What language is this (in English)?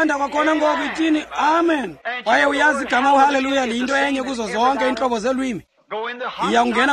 Xhosa